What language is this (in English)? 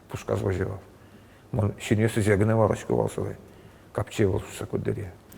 Udmurt